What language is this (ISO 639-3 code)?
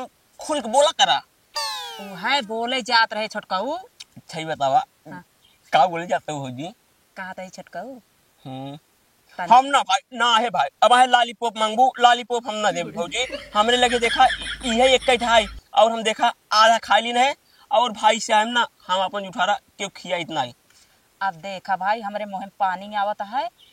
awa